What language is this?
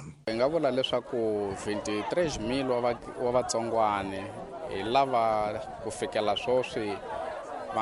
Tsonga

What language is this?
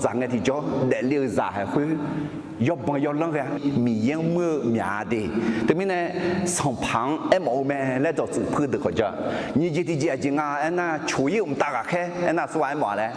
Akha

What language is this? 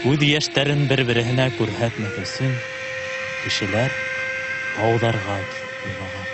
Bashkir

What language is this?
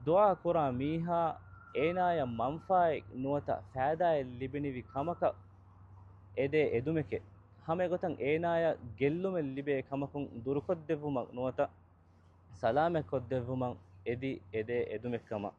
Divehi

